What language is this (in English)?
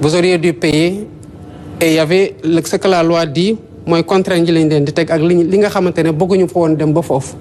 Wolof